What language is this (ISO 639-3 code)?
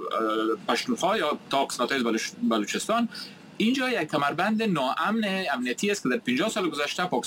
fas